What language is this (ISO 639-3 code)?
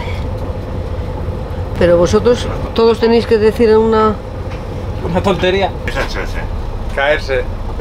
spa